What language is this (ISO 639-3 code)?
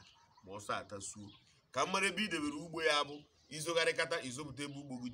ibo